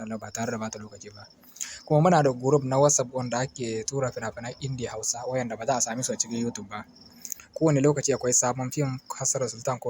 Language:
Hausa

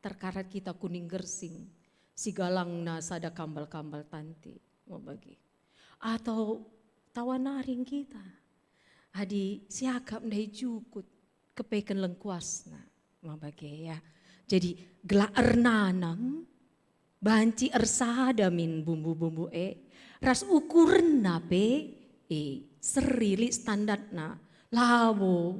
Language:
Batak Karo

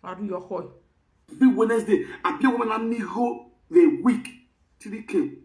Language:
Nigerian Pidgin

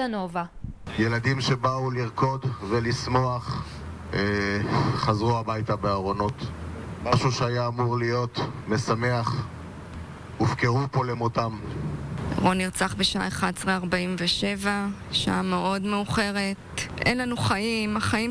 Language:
Hebrew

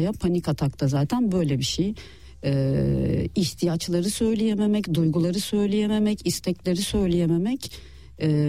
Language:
Turkish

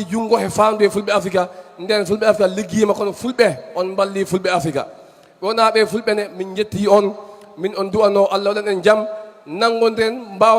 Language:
Fula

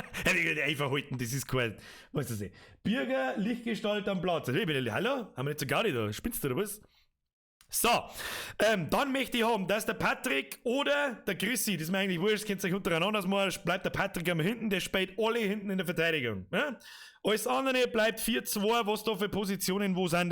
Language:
Bavarian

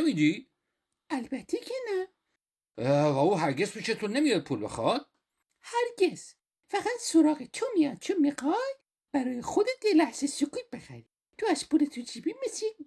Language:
Persian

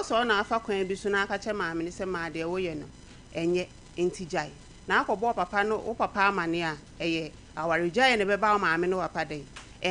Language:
Akan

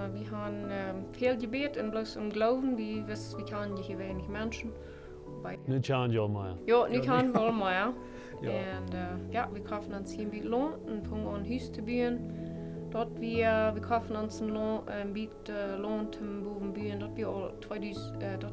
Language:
Plautdietsch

